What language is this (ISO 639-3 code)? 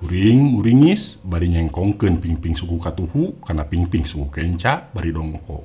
sun